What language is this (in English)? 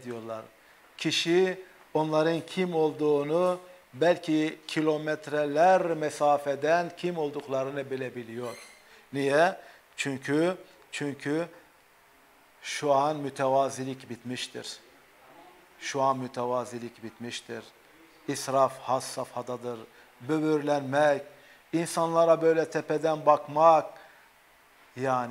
Turkish